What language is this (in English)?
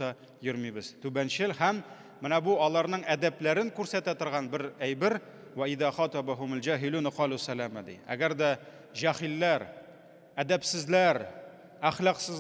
Tatar